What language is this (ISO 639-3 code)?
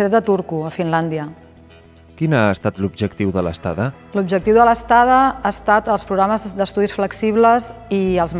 cat